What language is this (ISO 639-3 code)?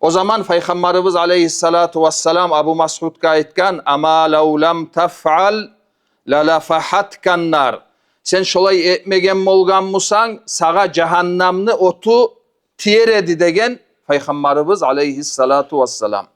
kum